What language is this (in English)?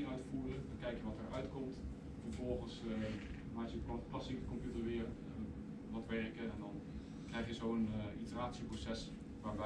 Dutch